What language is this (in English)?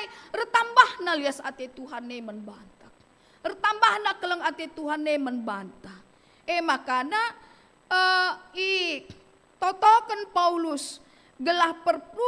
Batak Karo